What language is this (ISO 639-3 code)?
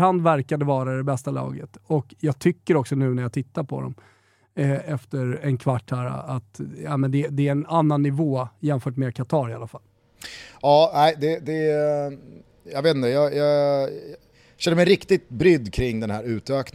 swe